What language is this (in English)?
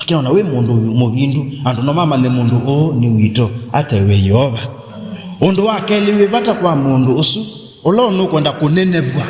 Kamba